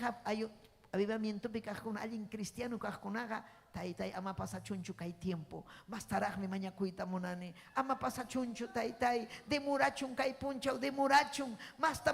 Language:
Ayacucho Quechua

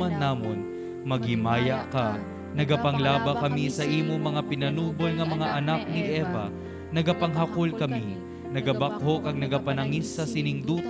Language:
Hiligaynon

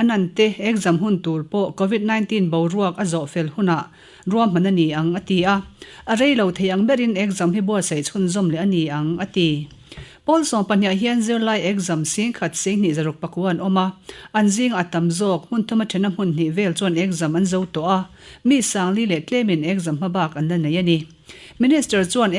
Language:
Mizo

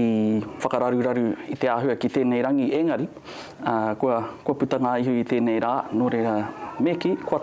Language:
Māori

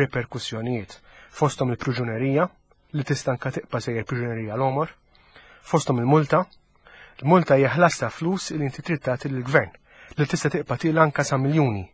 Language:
Maltese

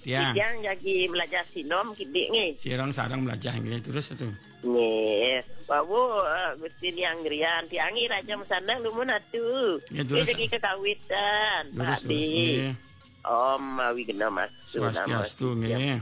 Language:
Balinese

